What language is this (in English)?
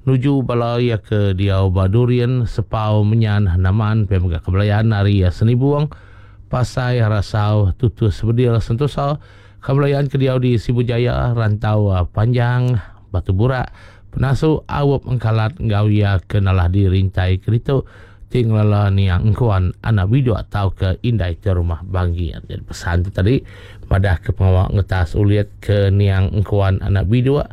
Iban